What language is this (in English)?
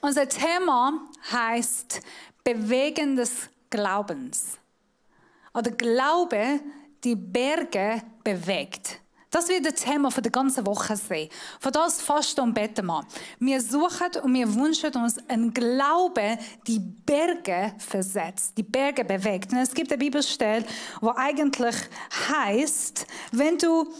Swiss German